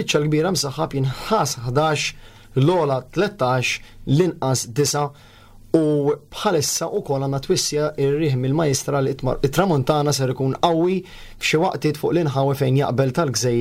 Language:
Maltese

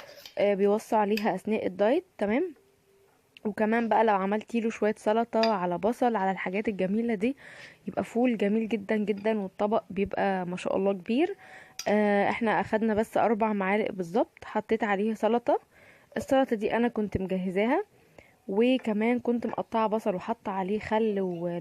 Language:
Egyptian Arabic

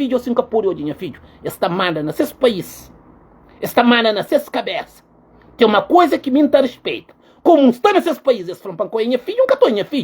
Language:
Kabuverdianu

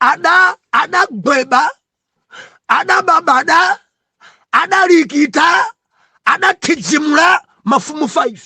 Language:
Nyanja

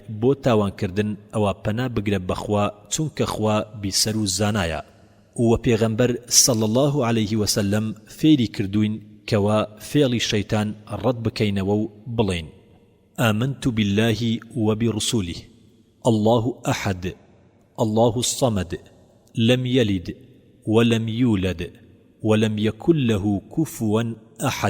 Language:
Central Kurdish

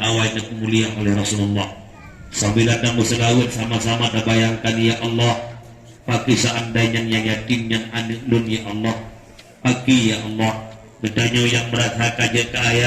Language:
Achinese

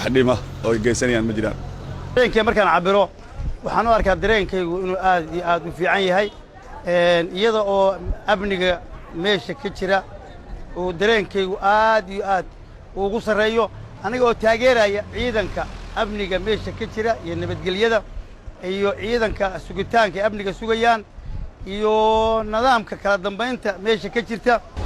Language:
Somali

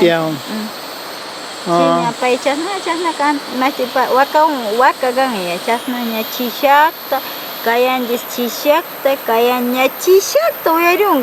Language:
Tena Lowland Quichua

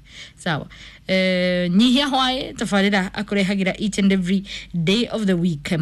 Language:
Kikuyu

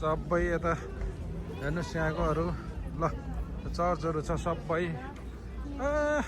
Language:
Nepali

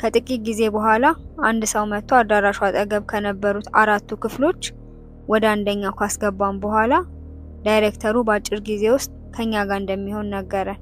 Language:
Amharic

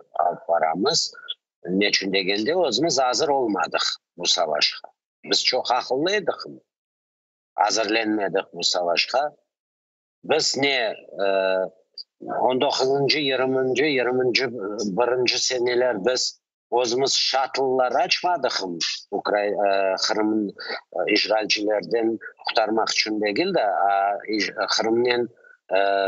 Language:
Crimean Tatar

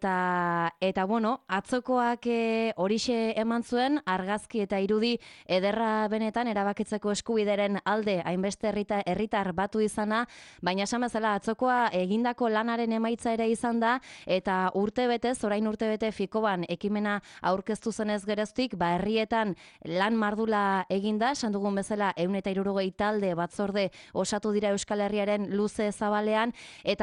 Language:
Basque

